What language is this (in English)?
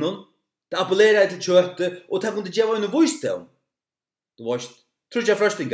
Faroese